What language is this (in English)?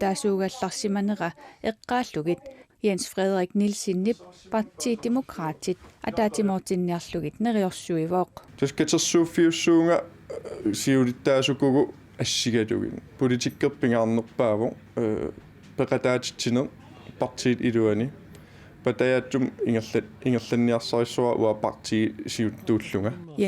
Kalaallisut